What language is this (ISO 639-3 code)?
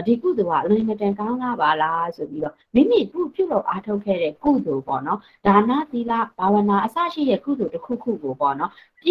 mya